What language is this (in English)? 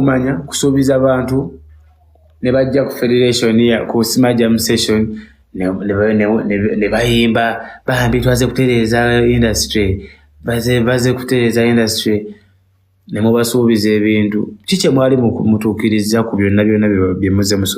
Ganda